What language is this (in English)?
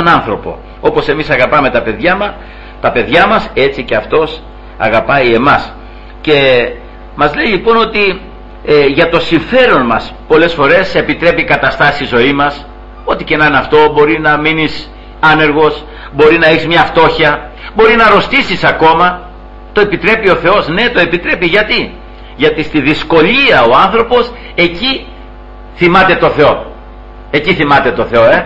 Greek